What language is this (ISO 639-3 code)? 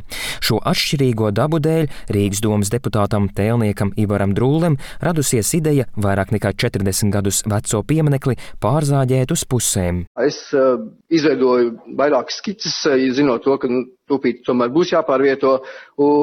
lav